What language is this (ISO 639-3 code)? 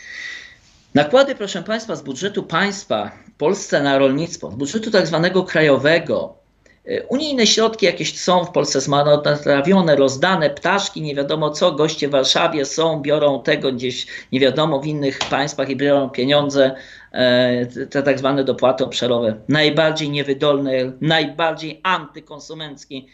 pol